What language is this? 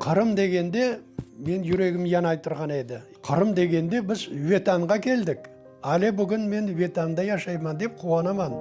Crimean Tatar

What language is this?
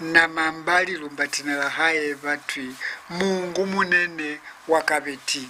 Lozi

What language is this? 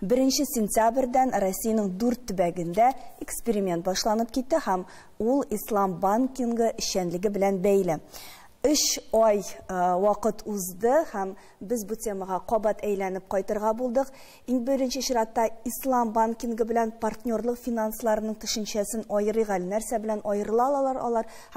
Tatar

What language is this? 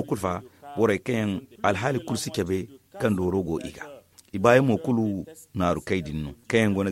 Zarma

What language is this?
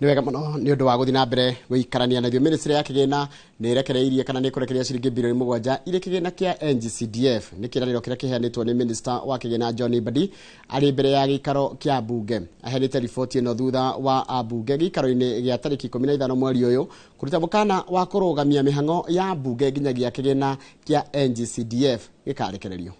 Kikuyu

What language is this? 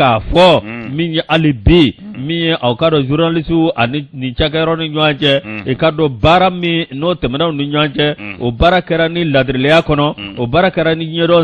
Bambara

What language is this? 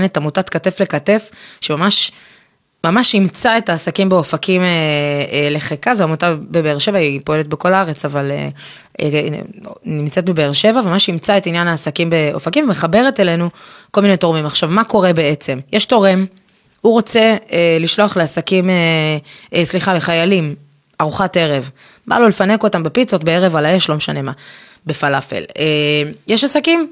Hebrew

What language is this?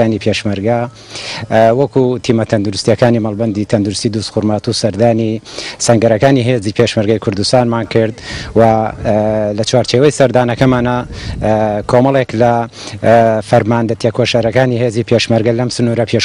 Central Kurdish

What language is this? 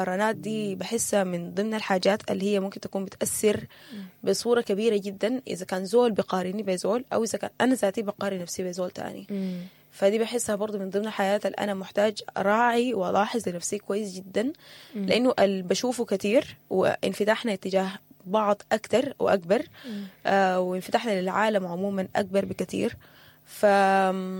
Sudanese Arabic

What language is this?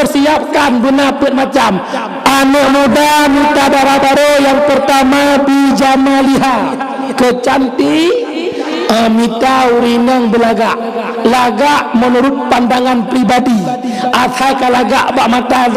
Achinese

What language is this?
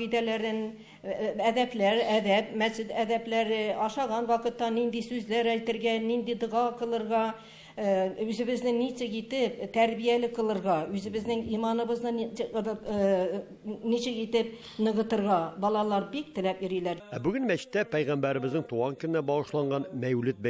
Tatar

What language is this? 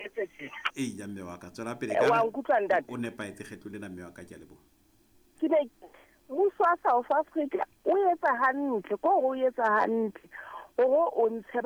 Southern Sotho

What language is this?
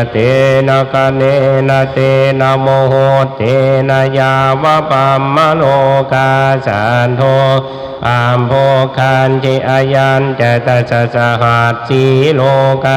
Pali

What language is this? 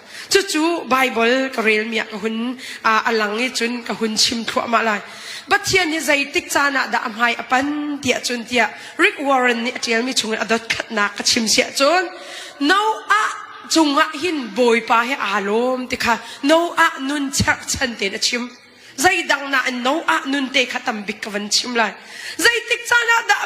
Hakha Chin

